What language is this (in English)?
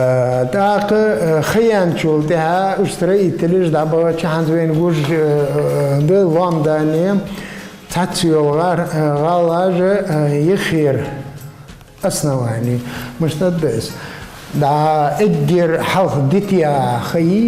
Ingush